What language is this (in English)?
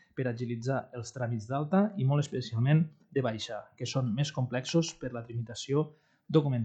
Catalan